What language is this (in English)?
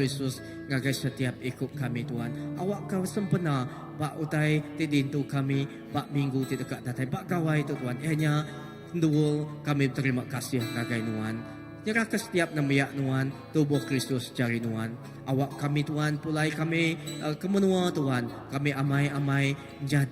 Iban